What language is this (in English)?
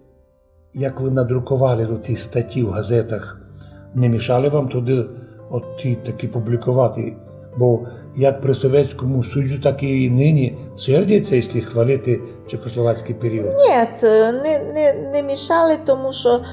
Rusyn